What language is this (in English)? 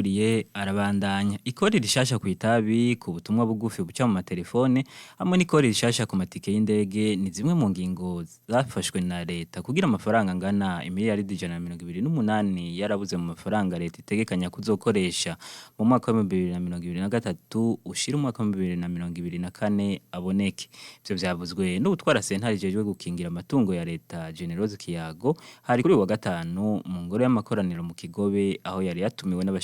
Rundi